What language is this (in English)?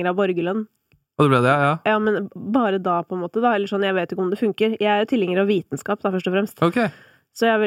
Norwegian